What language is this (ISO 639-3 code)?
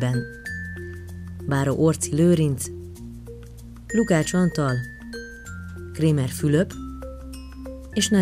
hun